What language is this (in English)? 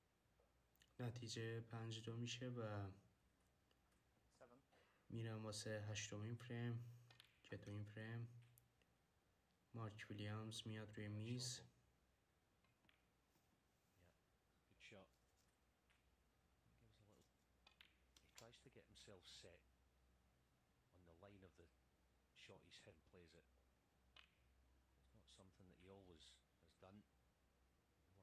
Persian